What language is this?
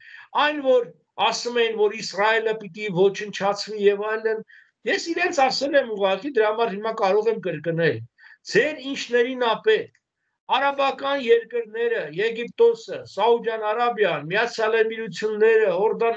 Armenian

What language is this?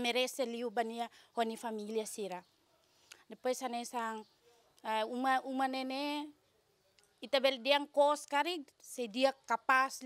Tetum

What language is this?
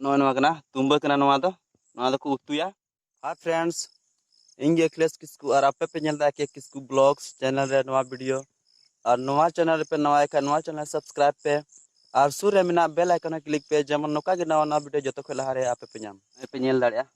Santali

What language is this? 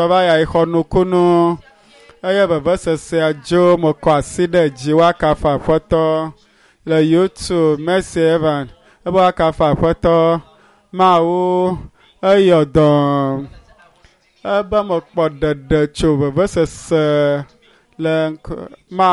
Ewe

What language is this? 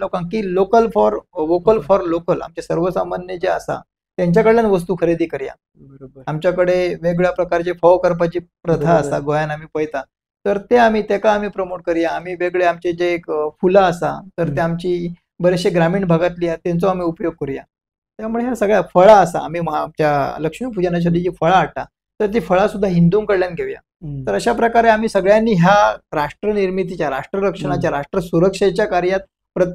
Konkani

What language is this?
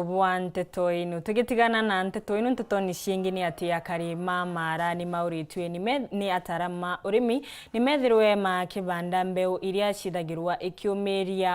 Meru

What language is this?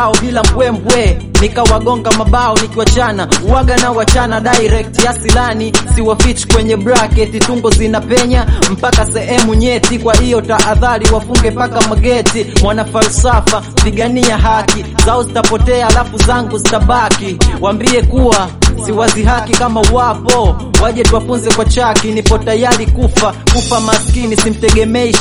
Swahili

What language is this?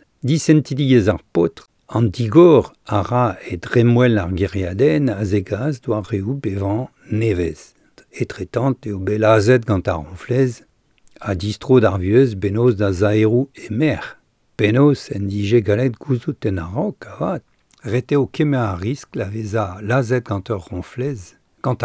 Breton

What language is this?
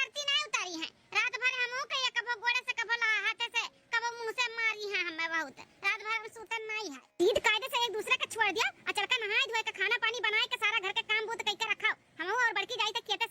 Awadhi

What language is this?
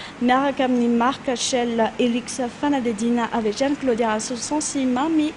Malagasy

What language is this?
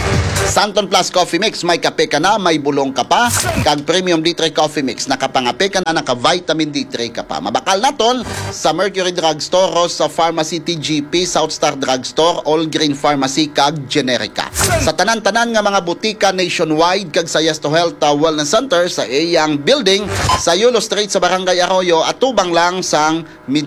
Hiligaynon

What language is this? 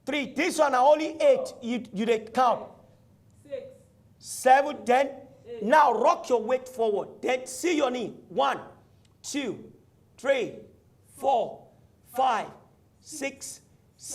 Nigerian Pidgin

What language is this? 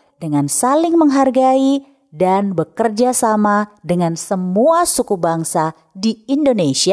Indonesian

